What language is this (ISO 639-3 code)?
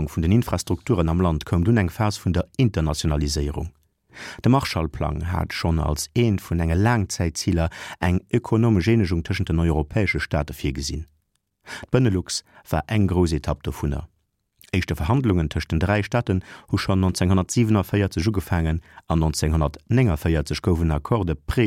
ltz